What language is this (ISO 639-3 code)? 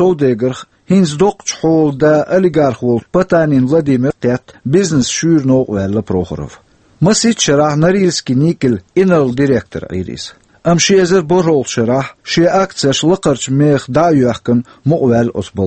che